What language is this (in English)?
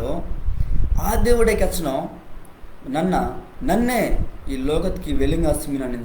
Koya